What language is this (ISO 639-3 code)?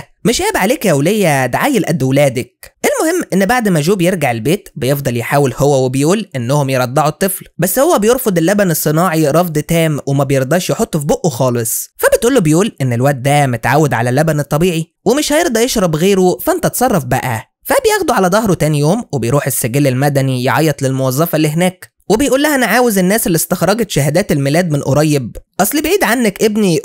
arz